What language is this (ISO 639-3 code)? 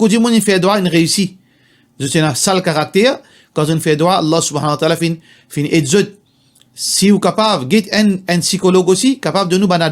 mfe